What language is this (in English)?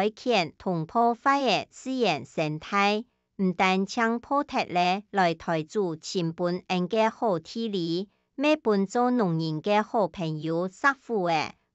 Hakka Chinese